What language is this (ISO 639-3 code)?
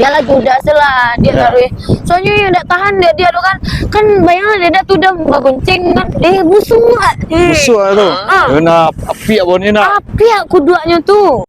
min